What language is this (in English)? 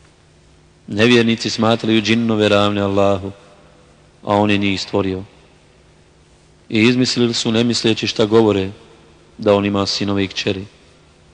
Bosnian